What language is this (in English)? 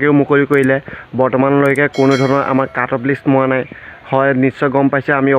Assamese